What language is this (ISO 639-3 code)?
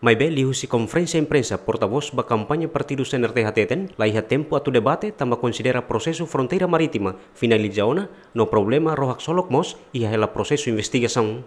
tet